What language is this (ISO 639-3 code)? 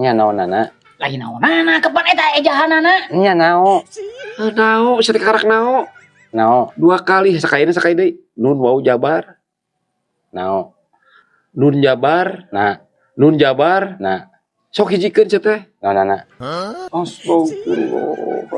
sun